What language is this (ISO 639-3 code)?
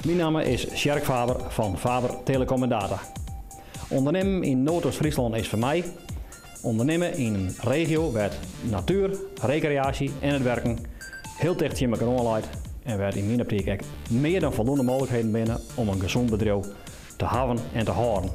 fry